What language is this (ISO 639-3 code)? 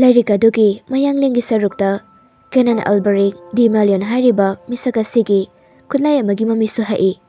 mni